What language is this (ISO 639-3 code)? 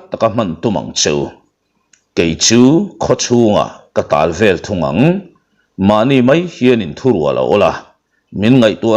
lus